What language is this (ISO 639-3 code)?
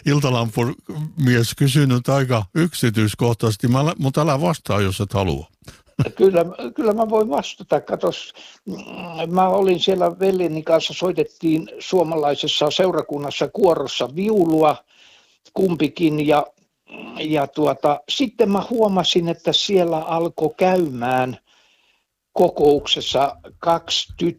fin